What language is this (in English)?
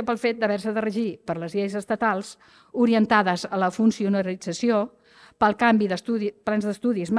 Catalan